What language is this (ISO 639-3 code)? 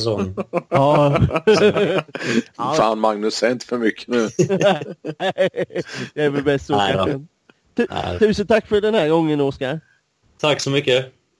swe